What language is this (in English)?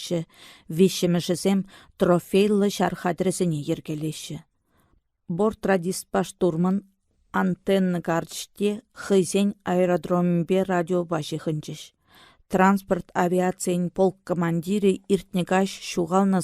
Chuvash